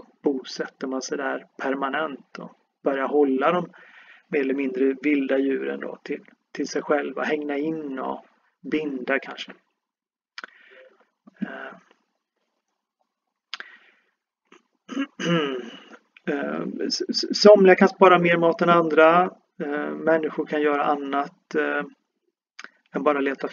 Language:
Swedish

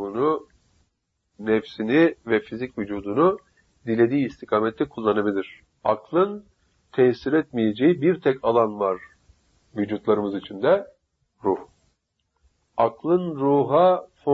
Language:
Turkish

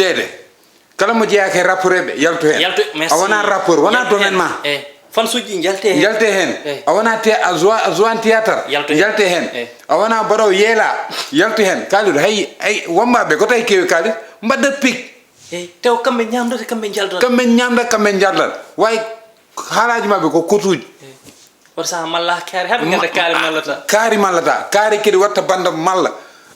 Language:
Fula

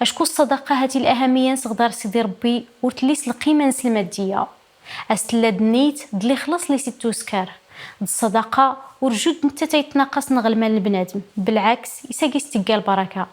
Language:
Kabyle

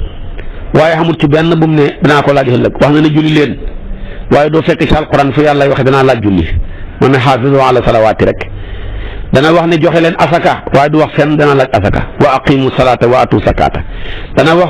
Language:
Wolof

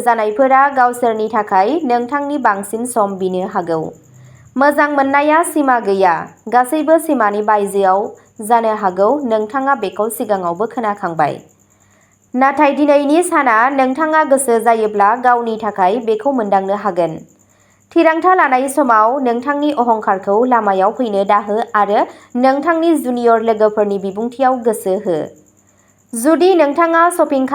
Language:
Bodo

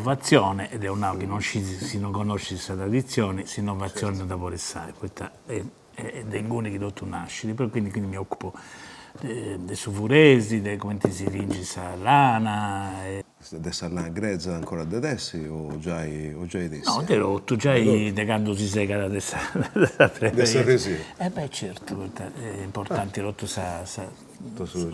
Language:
Sardinian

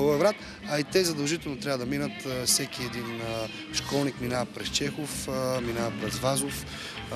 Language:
Bulgarian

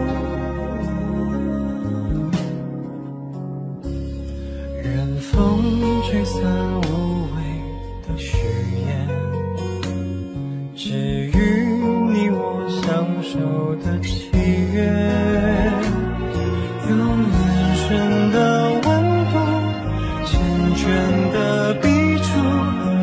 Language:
Chinese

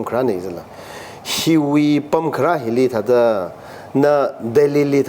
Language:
Tangkhul Naga (India)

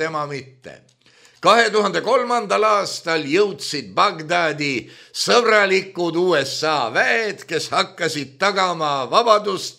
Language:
Estonian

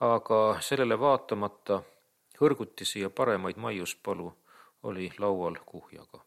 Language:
Estonian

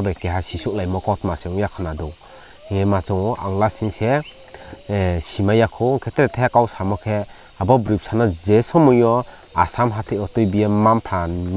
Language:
Riang (India)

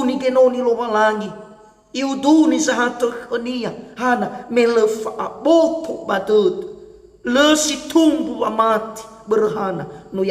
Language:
Nias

